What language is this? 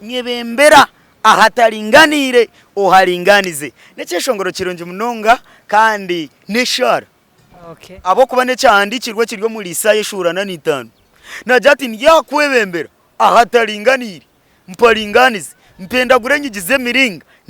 Nyankole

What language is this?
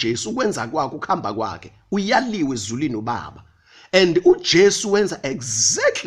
Zulu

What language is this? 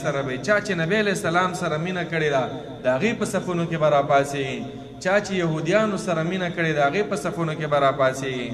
Pashto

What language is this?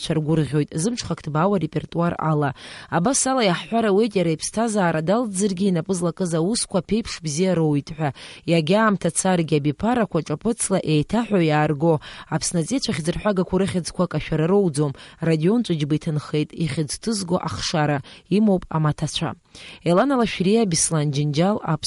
Abkhazian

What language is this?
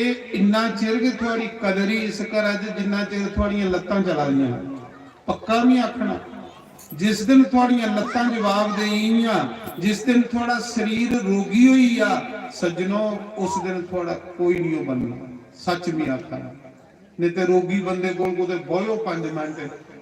Dogri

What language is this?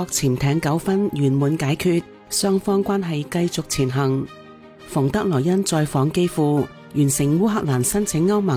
Cantonese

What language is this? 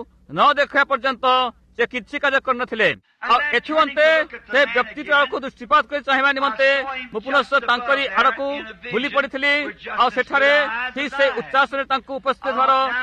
Odia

